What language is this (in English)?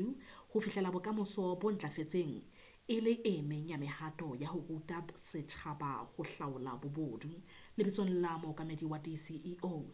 Southern Sotho